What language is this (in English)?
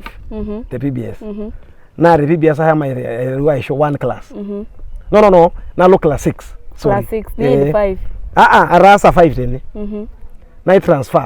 Masai